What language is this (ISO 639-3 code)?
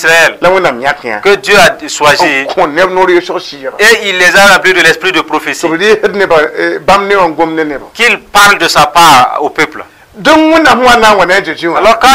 mos